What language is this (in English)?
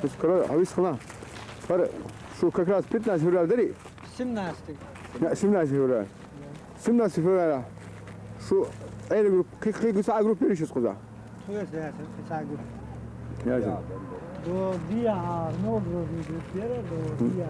Chechen